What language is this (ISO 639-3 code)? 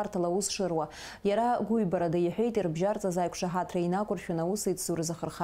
abk